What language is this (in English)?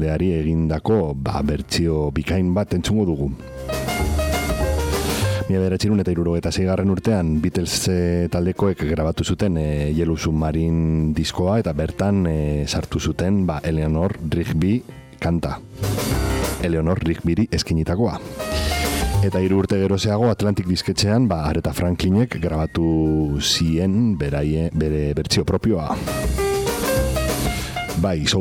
Basque